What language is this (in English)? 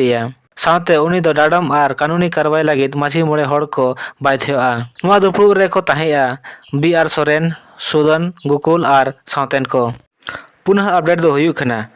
Santali